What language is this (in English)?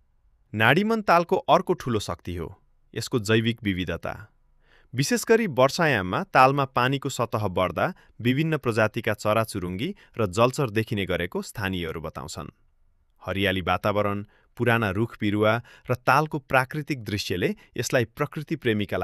Nepali